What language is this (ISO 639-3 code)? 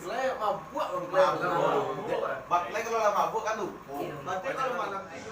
min